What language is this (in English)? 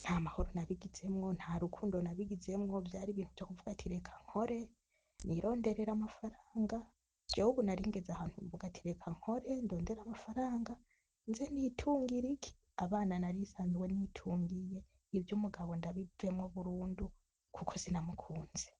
Rundi